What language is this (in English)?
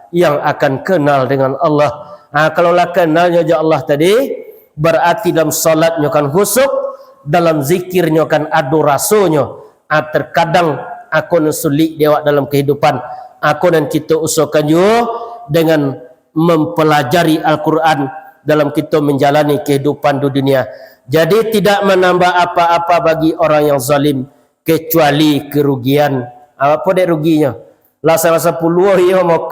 Minangkabau